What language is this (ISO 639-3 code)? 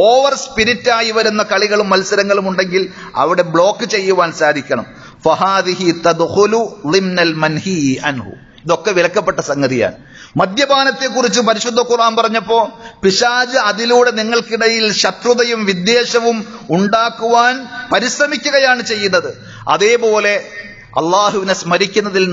mal